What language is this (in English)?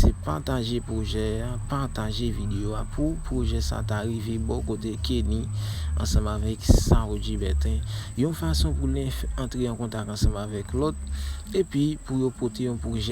Haitian Creole